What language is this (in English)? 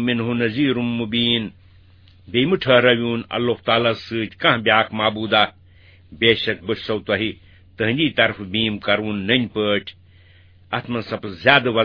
Kashmiri